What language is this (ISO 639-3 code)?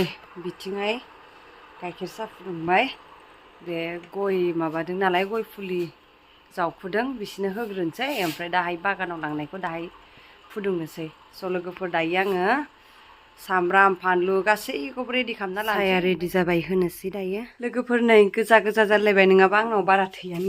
brx